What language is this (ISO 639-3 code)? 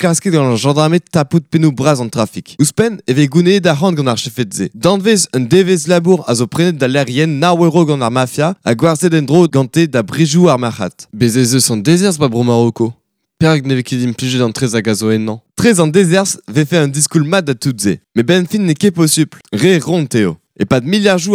bre